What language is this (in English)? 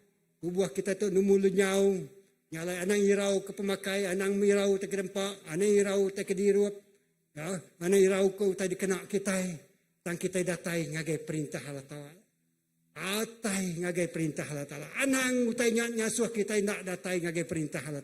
Iban